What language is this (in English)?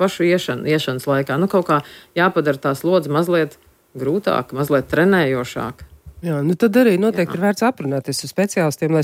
Latvian